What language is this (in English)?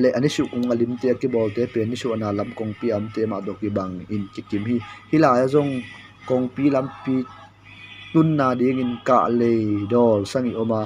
Tedim Chin